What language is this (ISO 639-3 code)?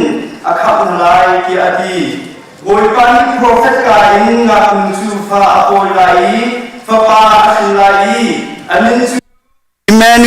cnh